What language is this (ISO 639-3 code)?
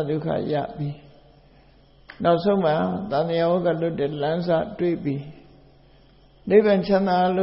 mya